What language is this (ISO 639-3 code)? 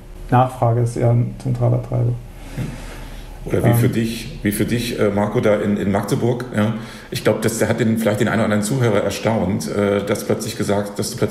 deu